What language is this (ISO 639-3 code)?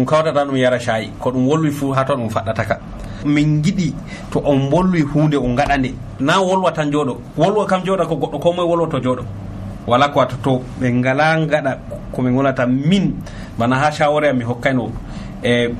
fuv